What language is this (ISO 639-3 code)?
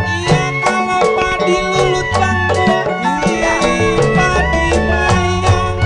bew